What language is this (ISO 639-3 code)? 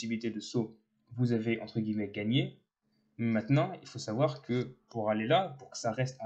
fra